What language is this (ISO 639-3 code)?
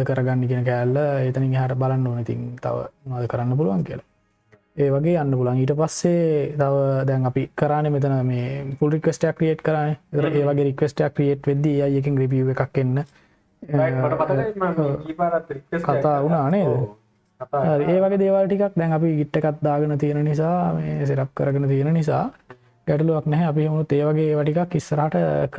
sin